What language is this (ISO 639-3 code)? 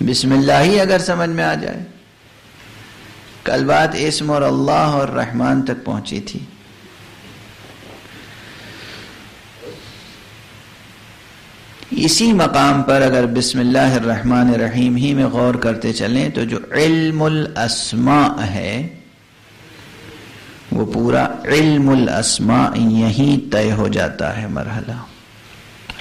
urd